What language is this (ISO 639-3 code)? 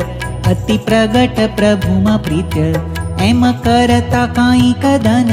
guj